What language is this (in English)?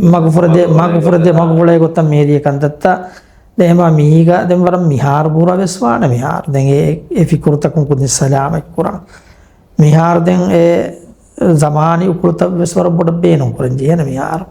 Divehi